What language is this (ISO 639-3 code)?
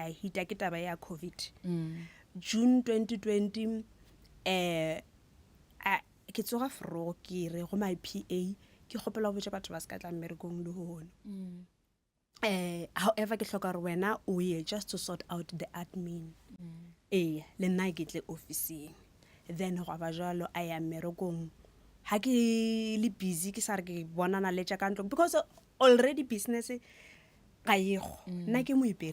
nso